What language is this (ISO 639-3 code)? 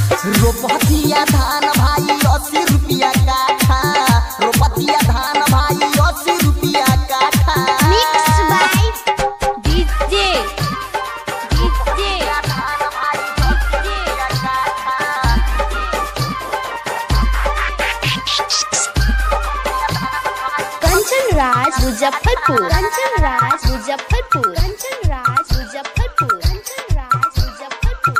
bho